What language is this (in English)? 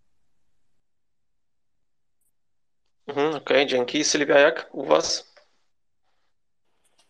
Polish